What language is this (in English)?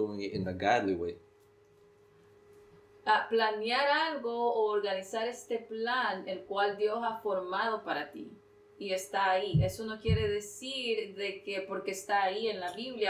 Spanish